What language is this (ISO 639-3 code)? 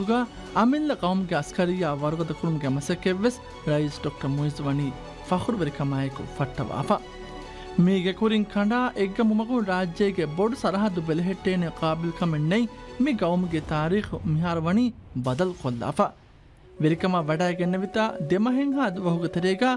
div